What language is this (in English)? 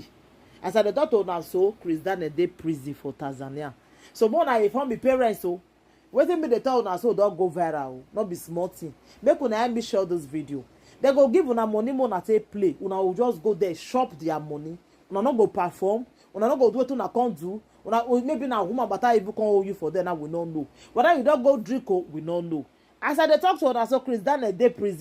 Nigerian Pidgin